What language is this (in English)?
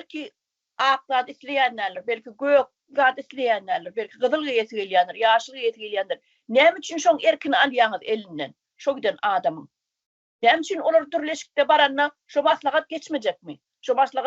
Turkmen